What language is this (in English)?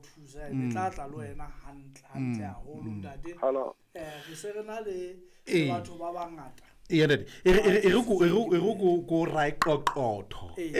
Southern Sotho